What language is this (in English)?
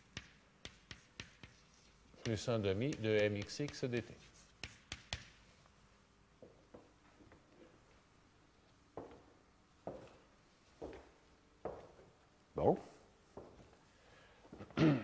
French